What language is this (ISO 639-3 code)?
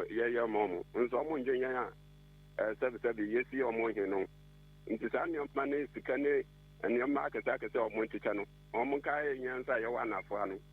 aka